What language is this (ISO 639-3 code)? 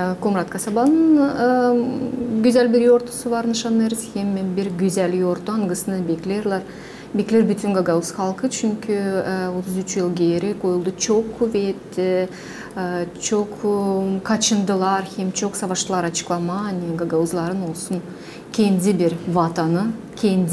gag